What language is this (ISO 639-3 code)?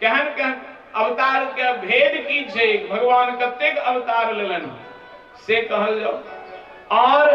mai